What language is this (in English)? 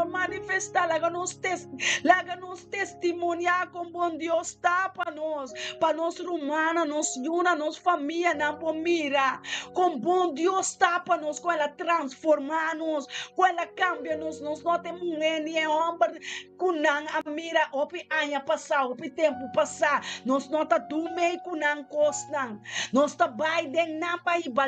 Papiamento